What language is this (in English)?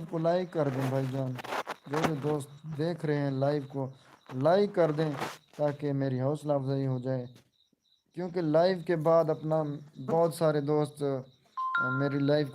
Saraiki